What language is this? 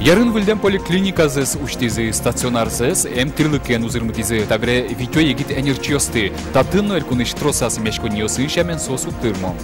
Udmurt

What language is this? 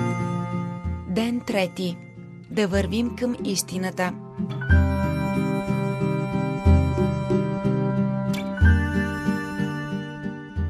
Bulgarian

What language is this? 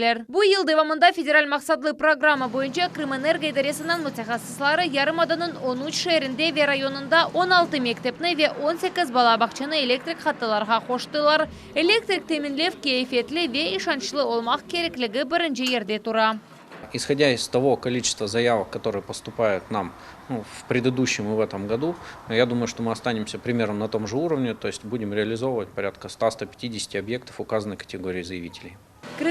Crimean Tatar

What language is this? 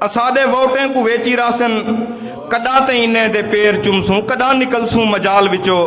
Saraiki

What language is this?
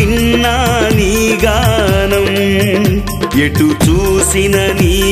Telugu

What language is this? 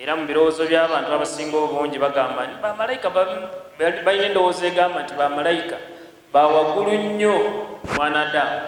Ganda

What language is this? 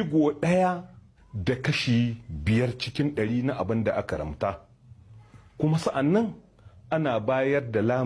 Hausa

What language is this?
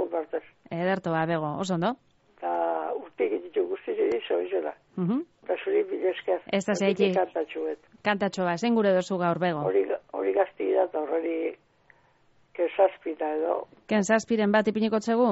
Basque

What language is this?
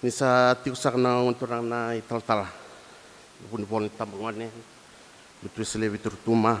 Fijian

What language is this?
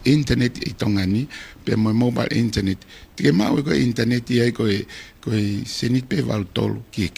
Tongan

